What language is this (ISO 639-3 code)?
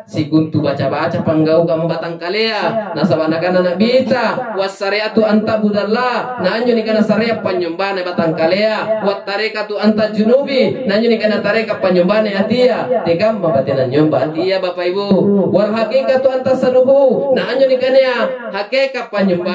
mak